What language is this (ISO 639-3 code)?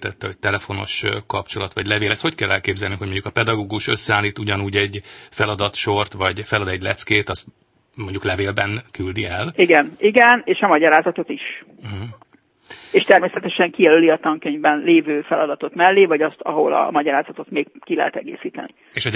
hun